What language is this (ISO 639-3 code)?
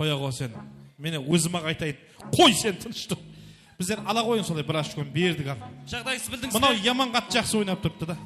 kaa